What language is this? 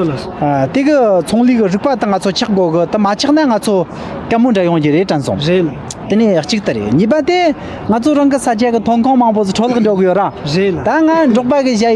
Tibetan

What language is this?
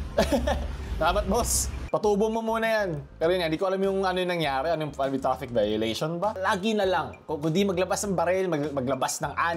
Filipino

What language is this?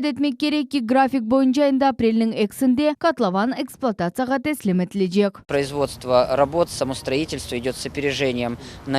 Crimean Tatar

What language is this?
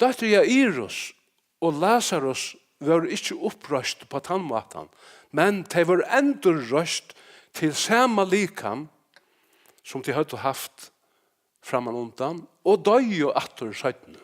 Faroese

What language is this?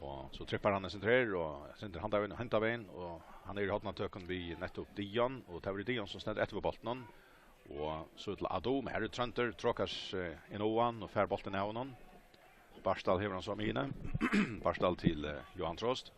Faroese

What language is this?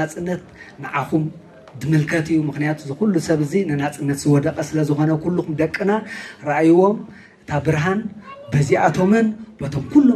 Tigrinya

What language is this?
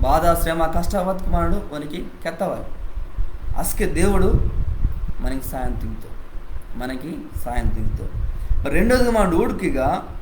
Koya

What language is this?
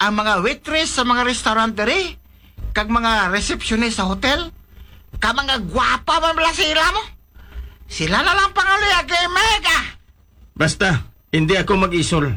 Hiligaynon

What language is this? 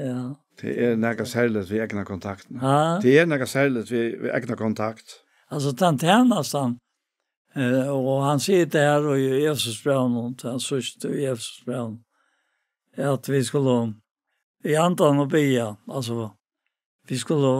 Faroese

